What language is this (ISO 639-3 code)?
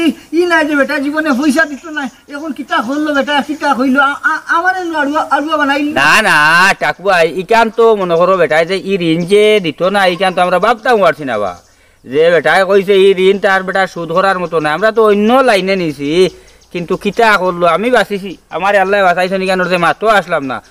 syl